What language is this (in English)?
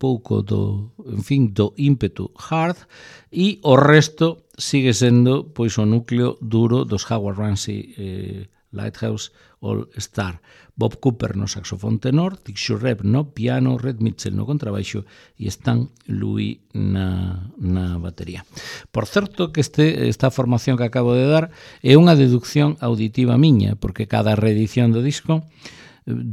Galician